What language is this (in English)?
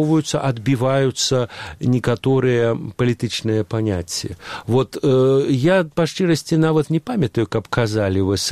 Belarusian